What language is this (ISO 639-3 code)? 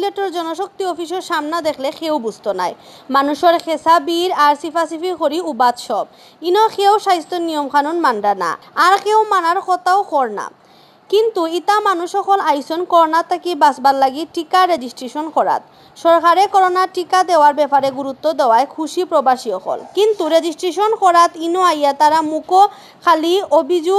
syl